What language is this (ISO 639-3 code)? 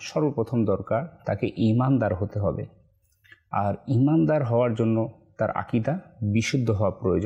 ben